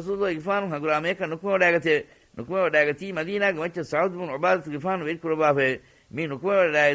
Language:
Divehi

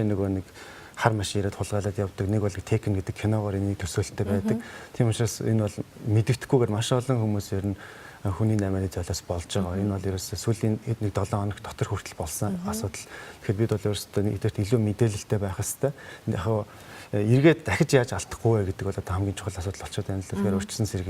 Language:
Mongolian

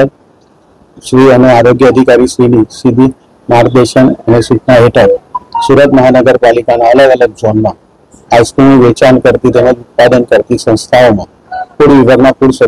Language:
Gujarati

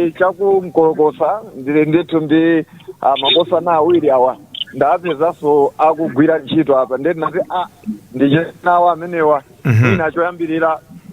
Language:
Nyanja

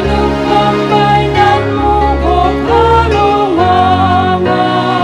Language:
Batak Simalungun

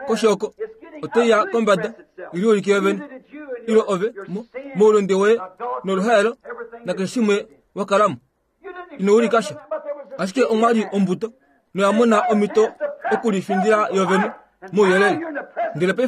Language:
Kuanyama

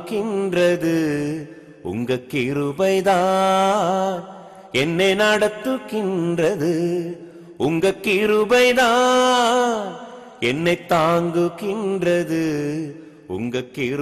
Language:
Tamil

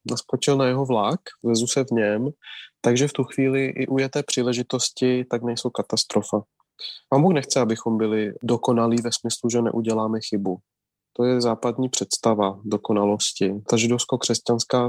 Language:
Czech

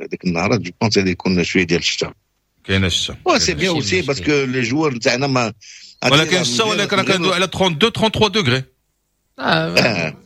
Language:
Moroccan Arabic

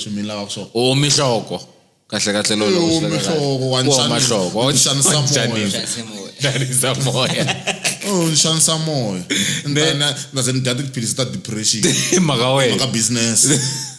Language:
Tsonga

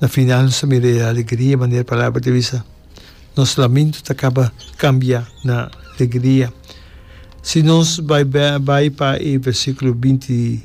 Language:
Papiamento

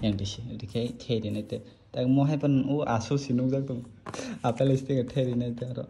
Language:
Kok Borok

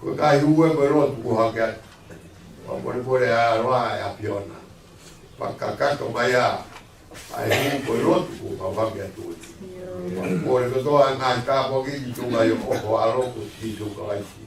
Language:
Tongan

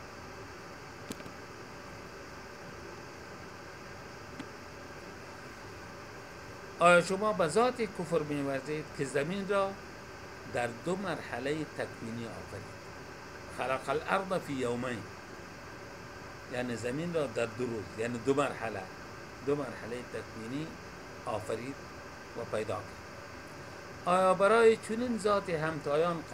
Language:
Persian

